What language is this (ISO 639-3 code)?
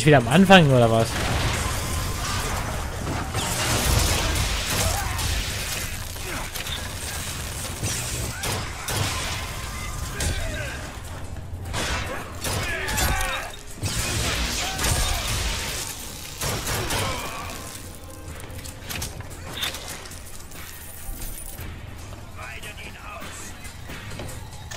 deu